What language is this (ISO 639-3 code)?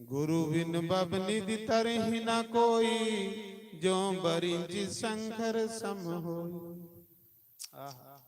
doi